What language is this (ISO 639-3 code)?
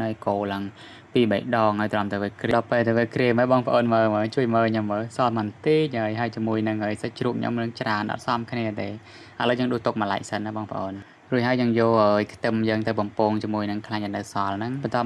khm